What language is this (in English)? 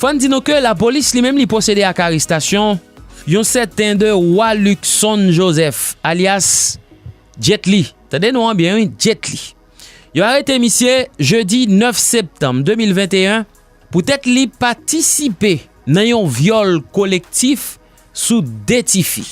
Haitian Creole